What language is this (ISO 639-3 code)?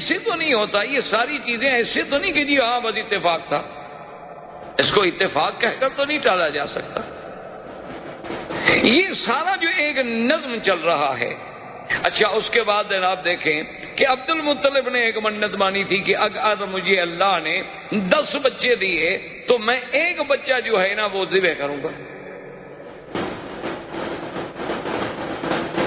urd